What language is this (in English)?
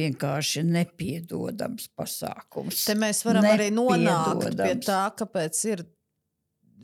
Latvian